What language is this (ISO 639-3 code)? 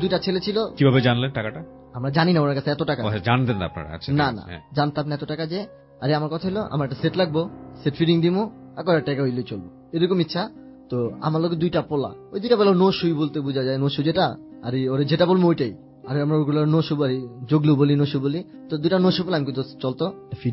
ben